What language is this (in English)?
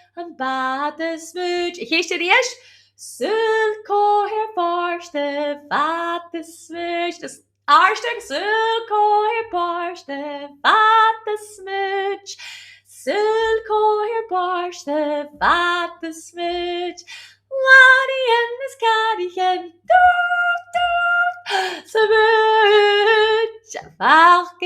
Scottish Gaelic